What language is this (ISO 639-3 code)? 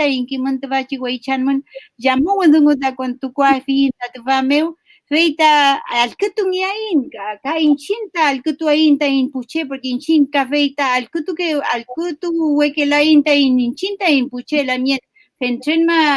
arn